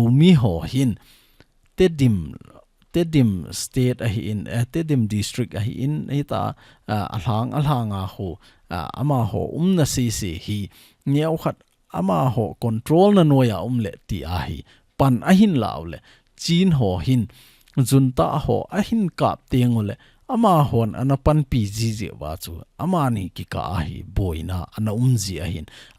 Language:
Thado Chin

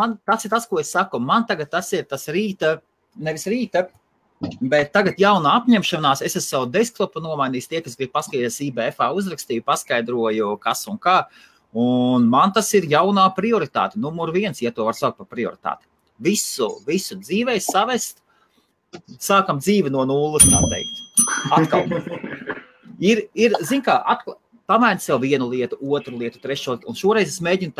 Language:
Latvian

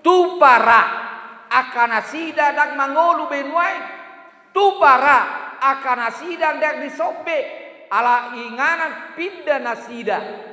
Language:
Batak Toba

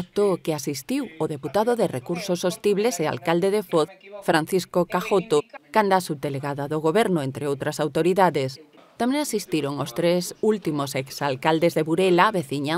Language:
Galician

